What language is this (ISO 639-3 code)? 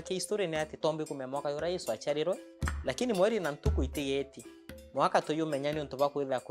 mer